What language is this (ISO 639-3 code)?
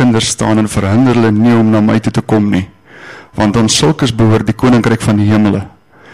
afr